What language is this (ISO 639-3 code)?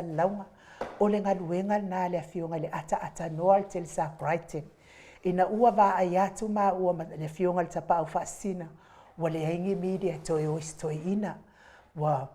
smo